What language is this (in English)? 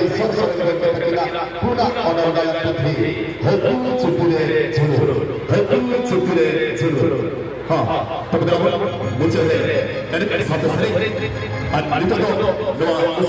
Santali